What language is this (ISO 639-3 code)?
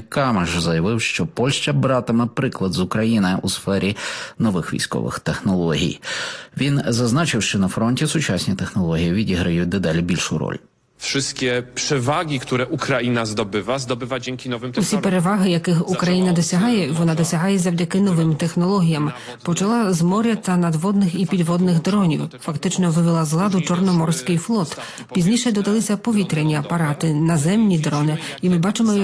ukr